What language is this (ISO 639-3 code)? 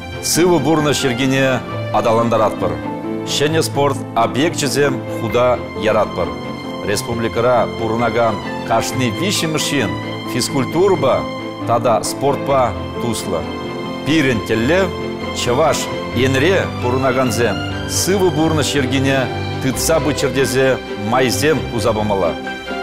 chv